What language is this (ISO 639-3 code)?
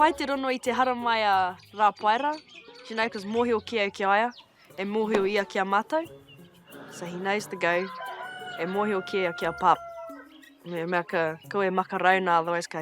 mri